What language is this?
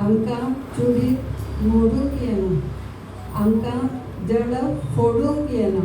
Konkani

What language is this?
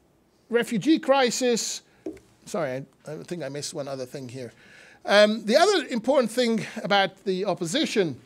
English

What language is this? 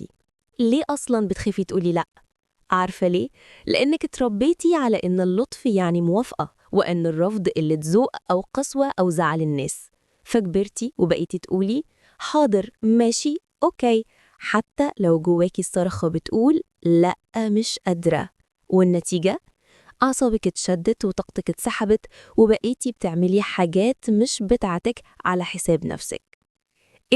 Egyptian Arabic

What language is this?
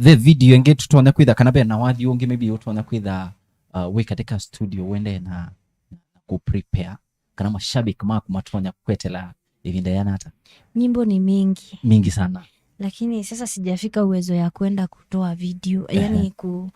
Kamba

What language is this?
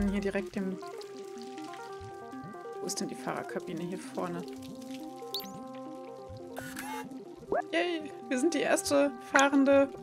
German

